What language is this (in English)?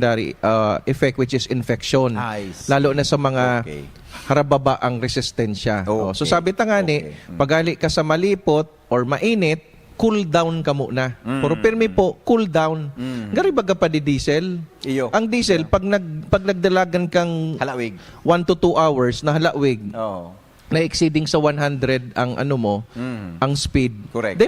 Bikol